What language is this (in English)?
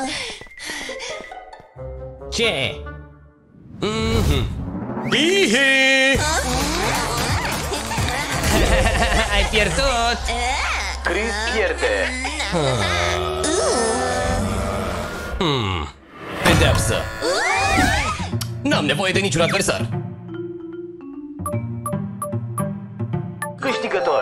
Romanian